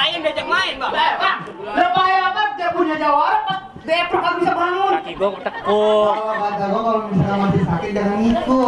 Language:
Betawi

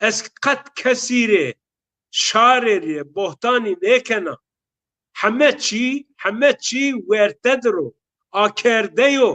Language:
Zaza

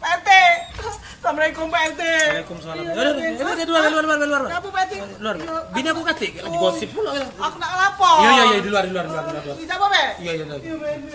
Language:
Musi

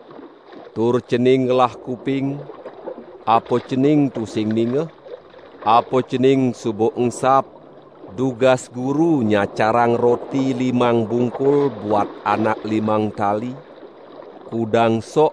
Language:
Balinese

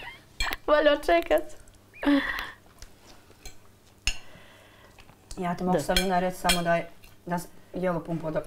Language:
Bosnian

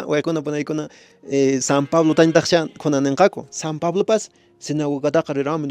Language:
Quechua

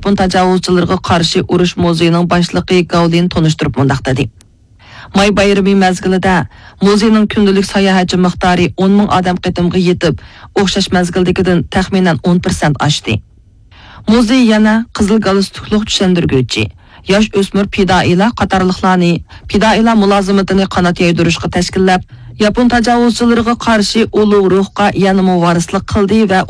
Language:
Uyghur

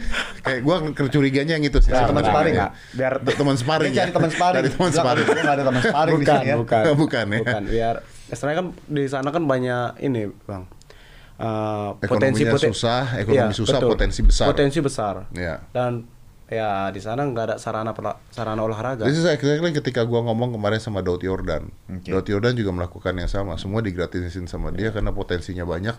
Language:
Indonesian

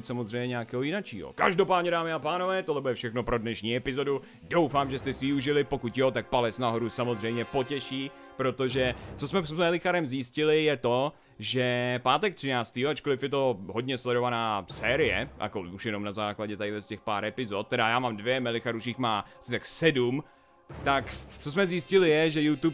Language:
Czech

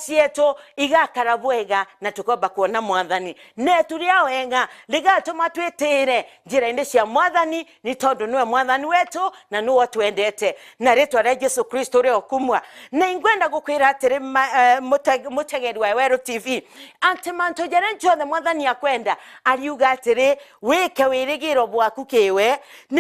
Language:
Meru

